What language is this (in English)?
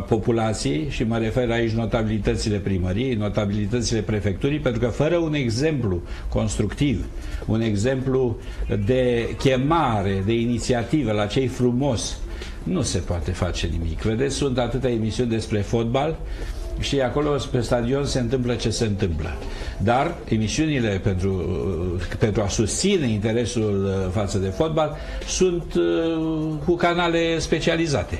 Romanian